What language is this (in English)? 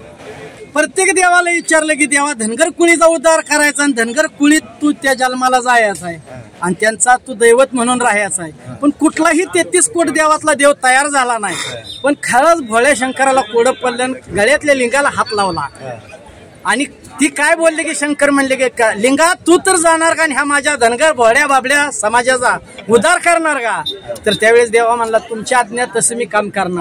Marathi